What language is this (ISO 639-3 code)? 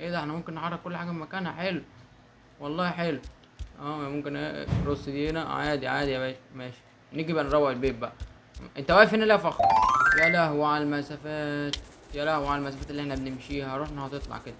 arz